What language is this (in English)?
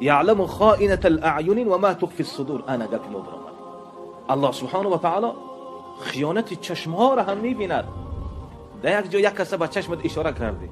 Tajik